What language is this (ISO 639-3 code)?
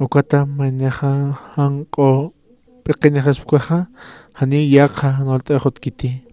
aym